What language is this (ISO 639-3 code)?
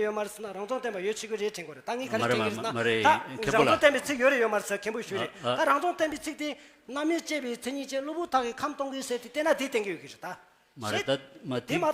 bod